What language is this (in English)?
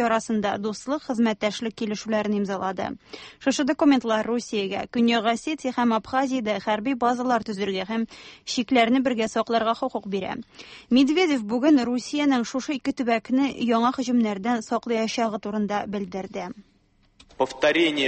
Tatar